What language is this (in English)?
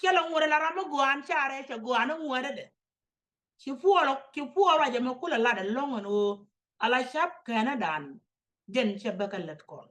Nuer